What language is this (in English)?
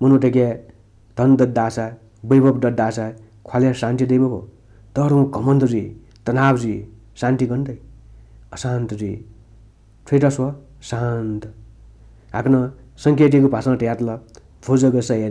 Newari